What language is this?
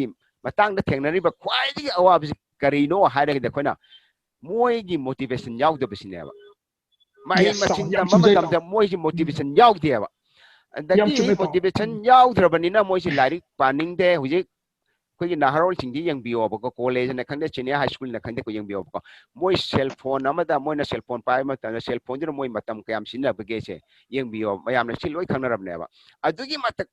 Manipuri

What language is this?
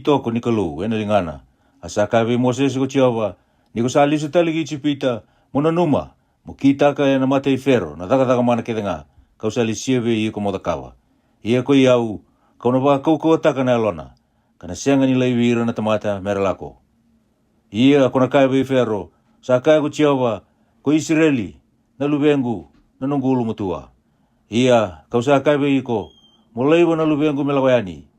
Fijian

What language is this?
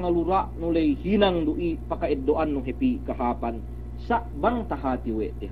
Yakan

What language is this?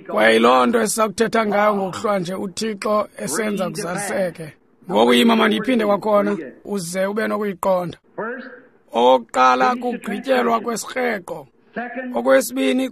Xhosa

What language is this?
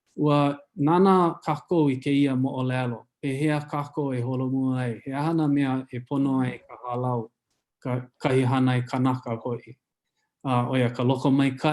Hawaiian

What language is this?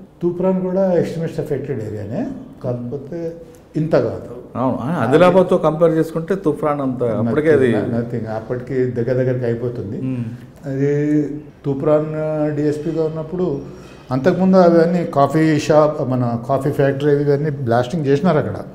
Telugu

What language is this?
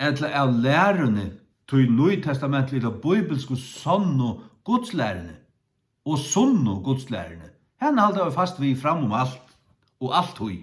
Faroese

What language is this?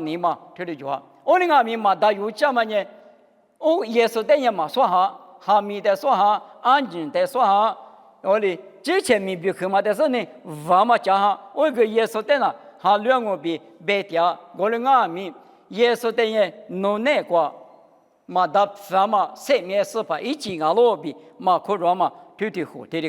Lisu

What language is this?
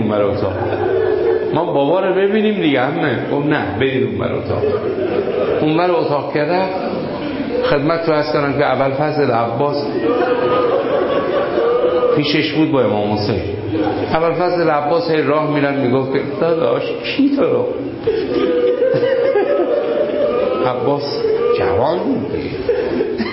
Persian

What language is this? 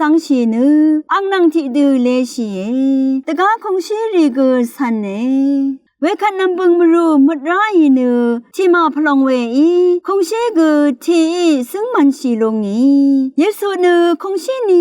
Rawang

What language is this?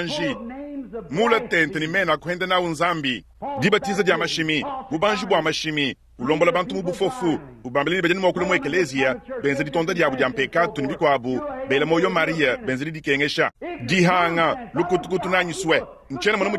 Luba-Lulua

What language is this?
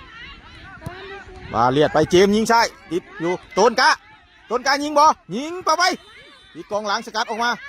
Lao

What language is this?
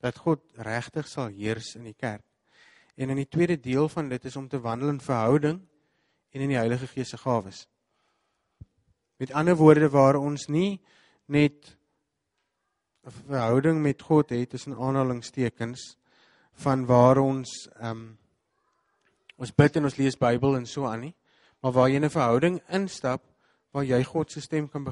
Afrikaans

